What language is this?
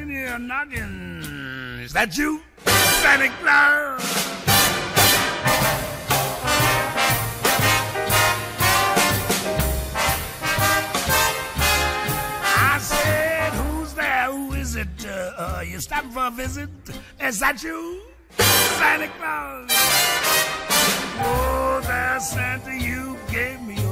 English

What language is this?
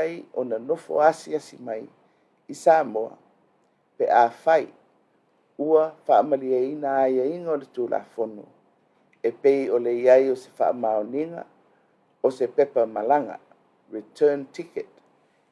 Samoan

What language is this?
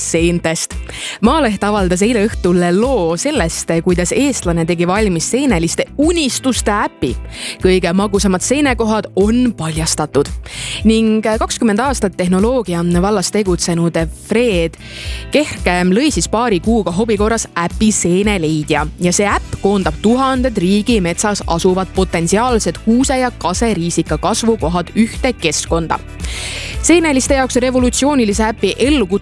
Estonian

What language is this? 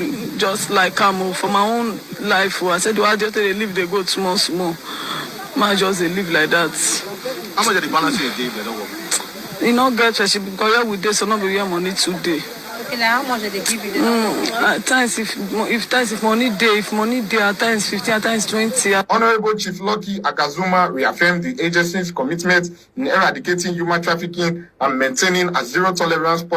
Nigerian Pidgin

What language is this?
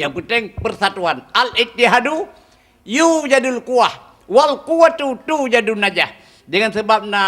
Achinese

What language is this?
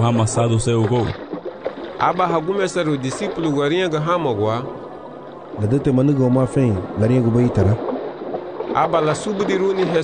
Garifuna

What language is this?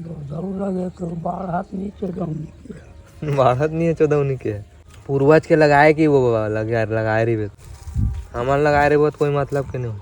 Chhattisgarhi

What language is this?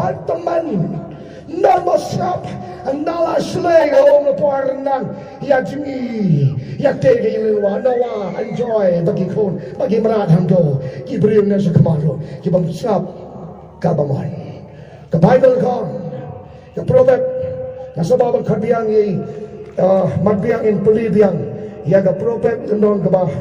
Khasi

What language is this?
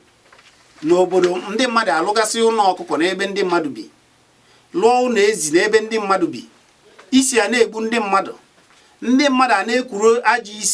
Igbo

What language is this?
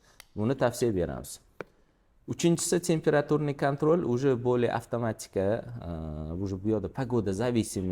Uzbek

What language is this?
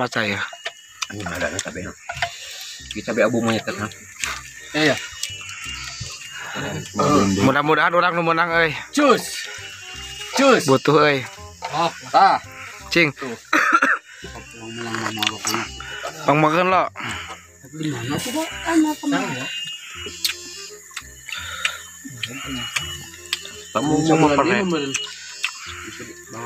Indonesian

